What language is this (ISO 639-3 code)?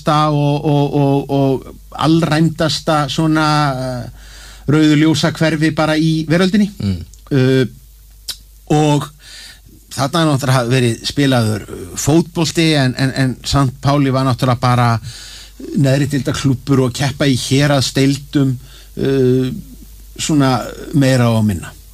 isl